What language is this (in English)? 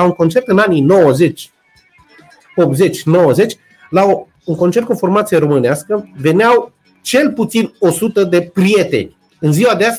Romanian